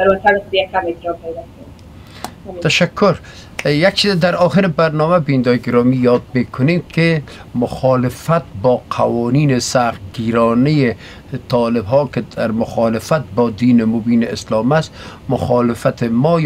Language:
Persian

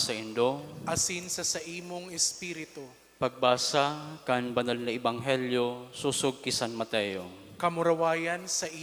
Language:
Bikol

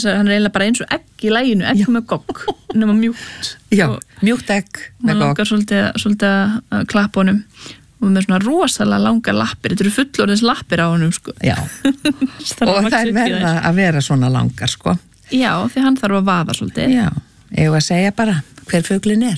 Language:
Icelandic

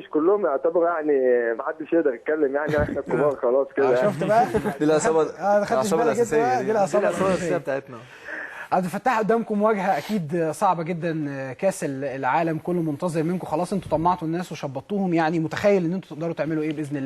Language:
Egyptian Arabic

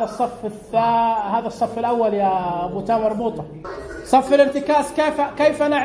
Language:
Najdi Arabic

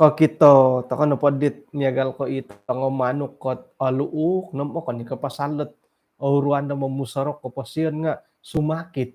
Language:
Central Dusun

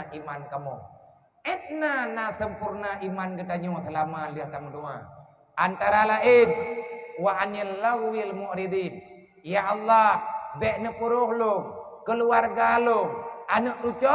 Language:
Achinese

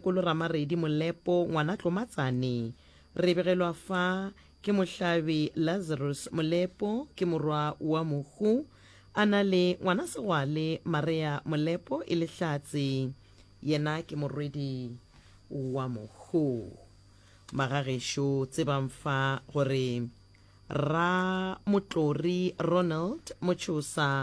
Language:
Northern Sotho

